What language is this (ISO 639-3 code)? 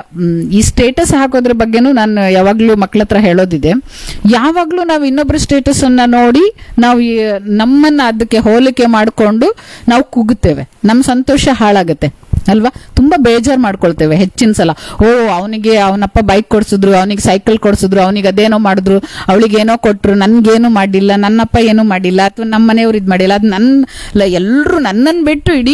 kan